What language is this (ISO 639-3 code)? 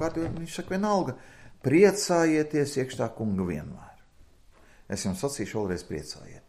lav